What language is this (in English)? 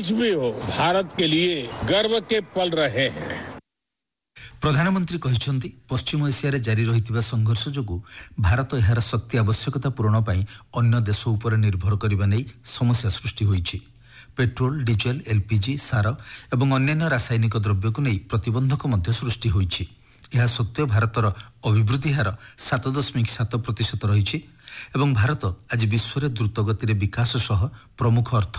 Odia